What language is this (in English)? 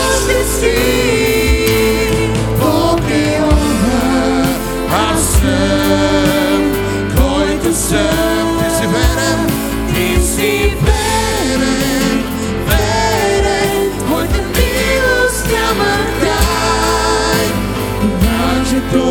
Bulgarian